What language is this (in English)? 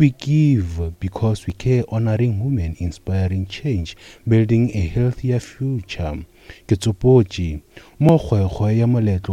Northern Sotho